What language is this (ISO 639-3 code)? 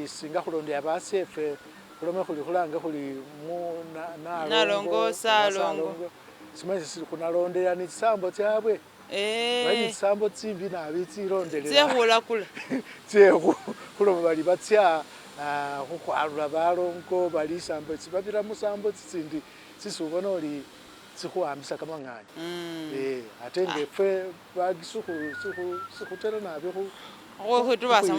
myx